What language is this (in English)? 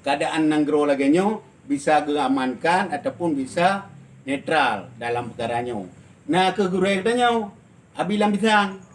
Achinese